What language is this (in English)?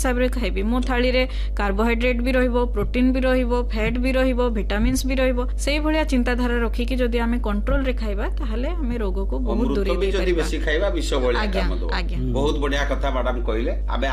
Odia